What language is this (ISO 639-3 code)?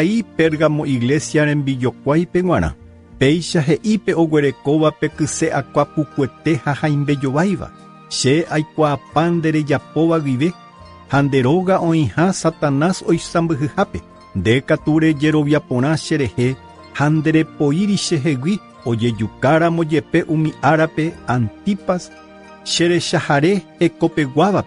grn